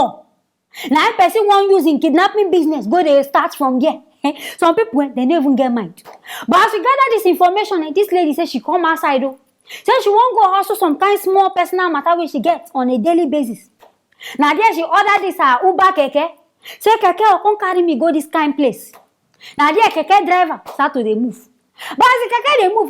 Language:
Nigerian Pidgin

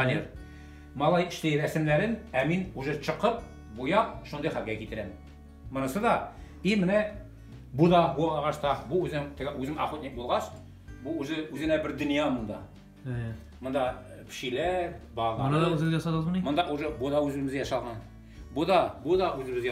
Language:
Tatar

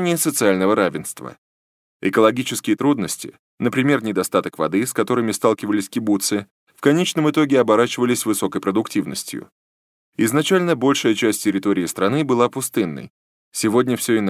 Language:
Russian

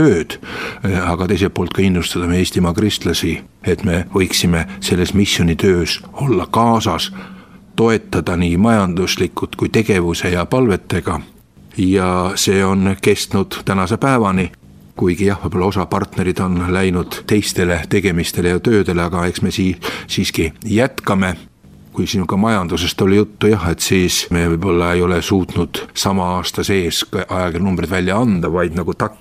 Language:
Estonian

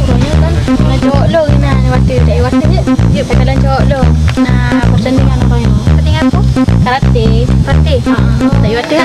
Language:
Achinese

